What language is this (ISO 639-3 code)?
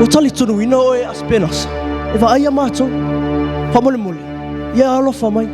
smo